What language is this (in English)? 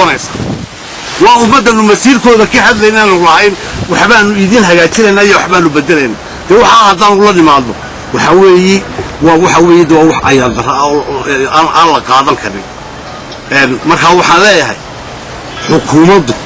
Somali